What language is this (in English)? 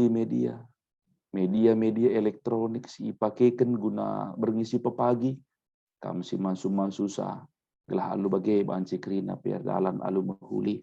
Batak Karo